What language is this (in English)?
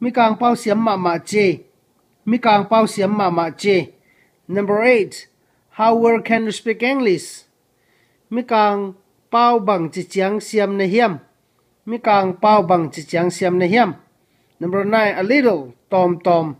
Tedim Chin